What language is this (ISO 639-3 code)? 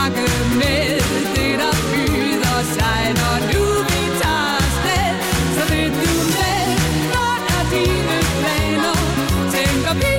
dan